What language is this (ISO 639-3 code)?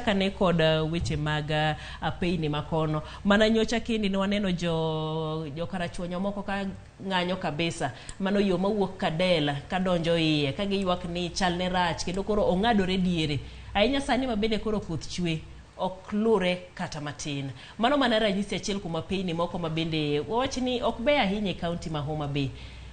luo